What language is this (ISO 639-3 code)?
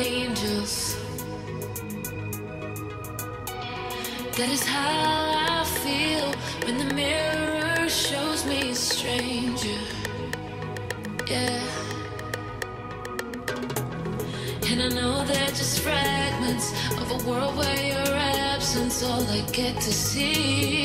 eng